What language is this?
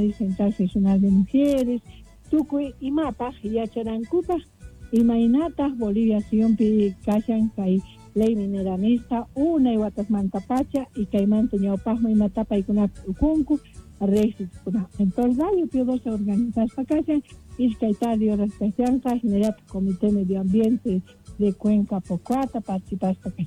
South Bolivian Quechua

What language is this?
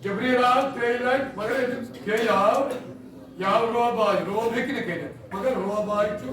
Kashmiri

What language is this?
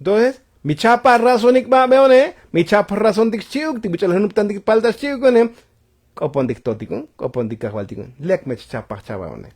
Tzotzil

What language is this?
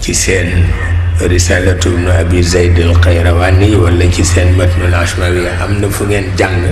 Wolof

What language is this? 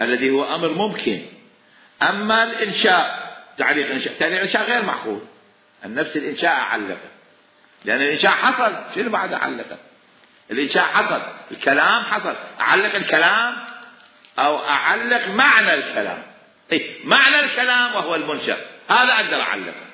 Mesopotamian Arabic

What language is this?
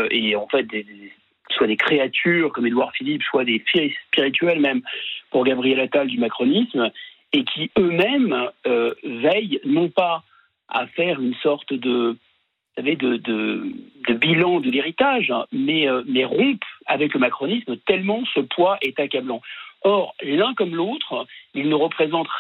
French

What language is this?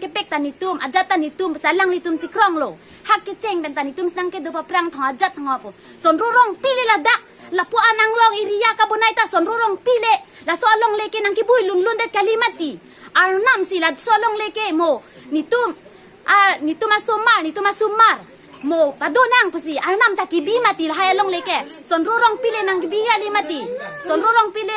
Karbi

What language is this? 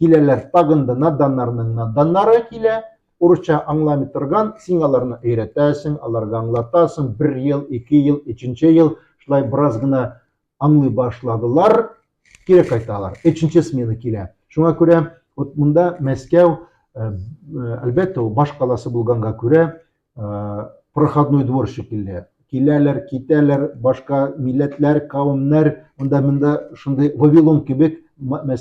Tatar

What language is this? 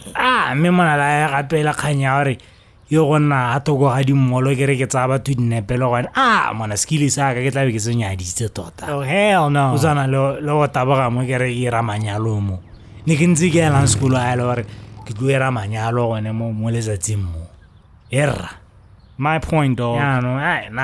Tswana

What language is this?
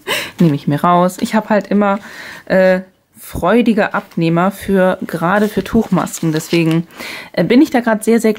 German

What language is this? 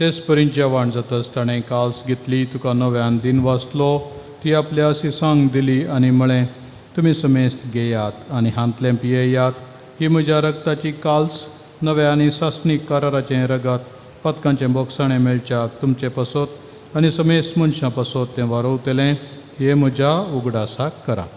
Konkani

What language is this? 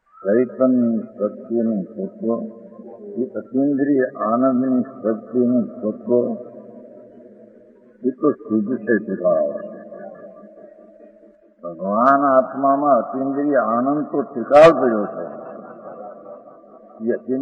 Gujarati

